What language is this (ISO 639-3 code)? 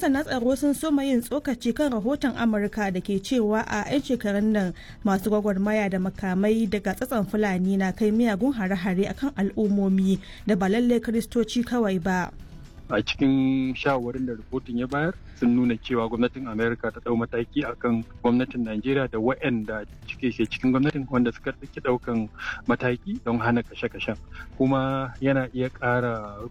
hau